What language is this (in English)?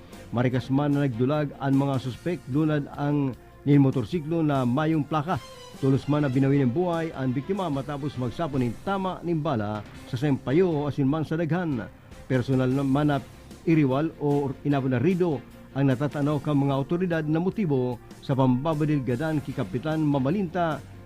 Bikol